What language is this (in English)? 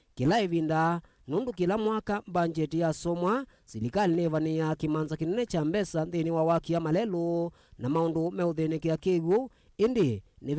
Kamba